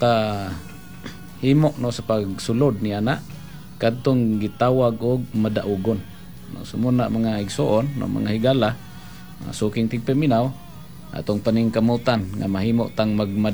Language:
Cebuano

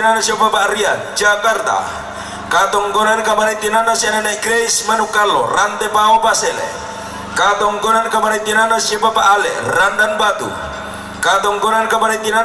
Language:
Toraja-Sa'dan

